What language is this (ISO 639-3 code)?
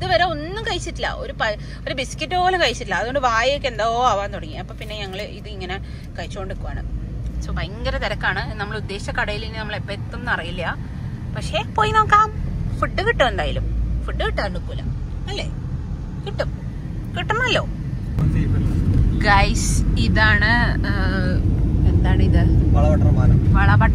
mal